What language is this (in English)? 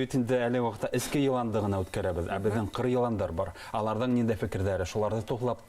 Bashkir